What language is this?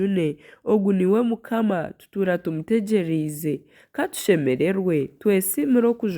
Nyankole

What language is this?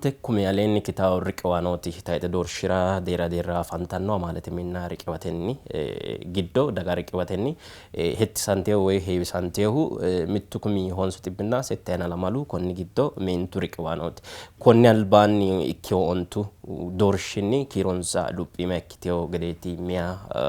Sidamo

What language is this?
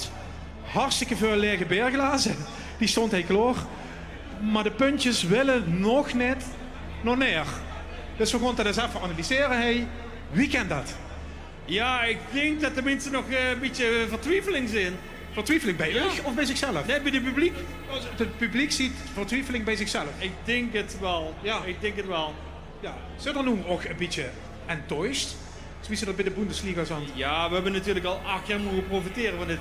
Limburgish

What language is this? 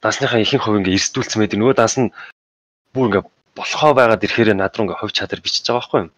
Mongolian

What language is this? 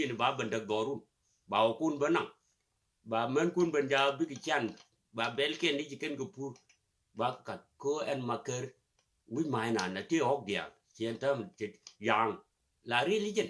Nuer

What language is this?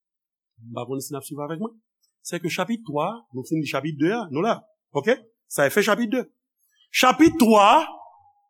Haitian Creole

